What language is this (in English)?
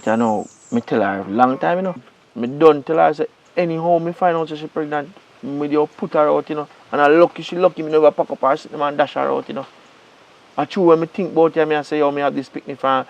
Jamaican Creole English